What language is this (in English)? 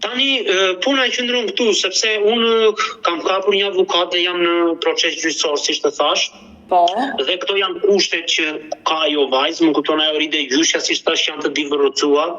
Albanian